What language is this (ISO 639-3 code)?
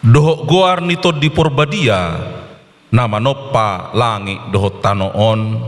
bbc